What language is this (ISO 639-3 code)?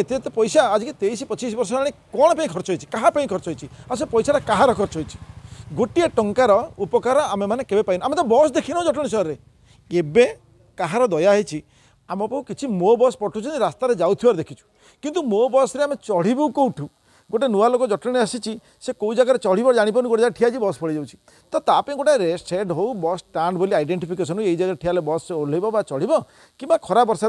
ori